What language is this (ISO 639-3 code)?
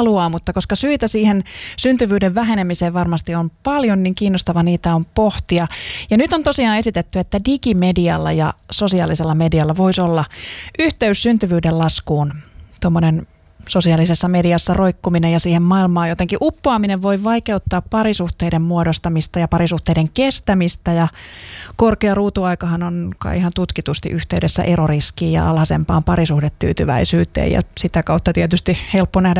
fin